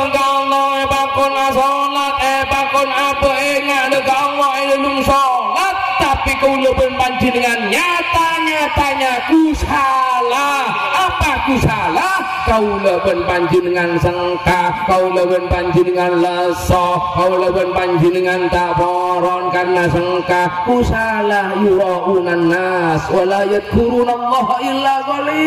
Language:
Madurese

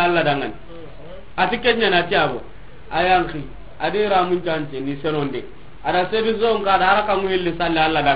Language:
Soninke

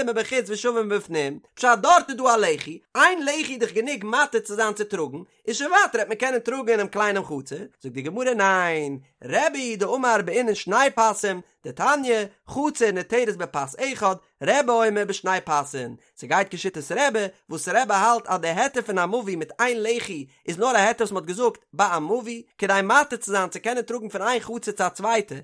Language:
Yiddish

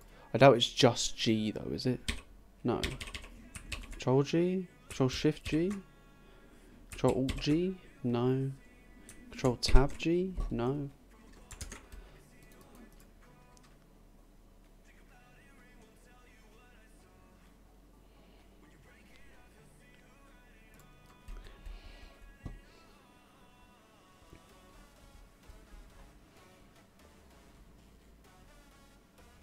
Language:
English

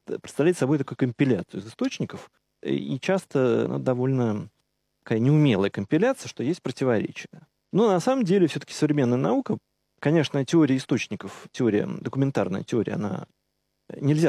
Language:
Russian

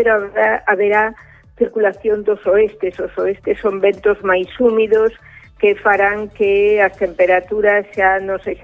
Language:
Galician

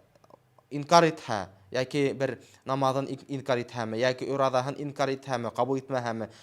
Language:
Bashkir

